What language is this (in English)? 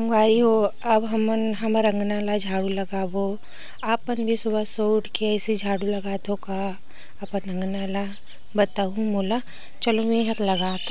Chhattisgarhi